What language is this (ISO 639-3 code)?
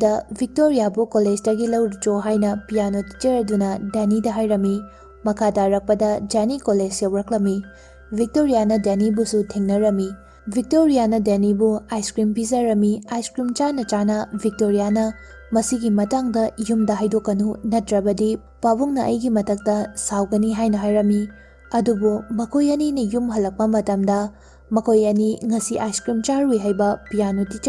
mni